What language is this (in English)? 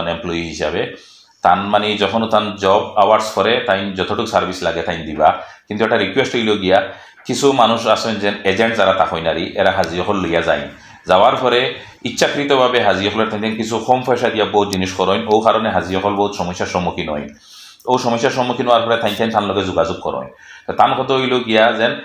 Sylheti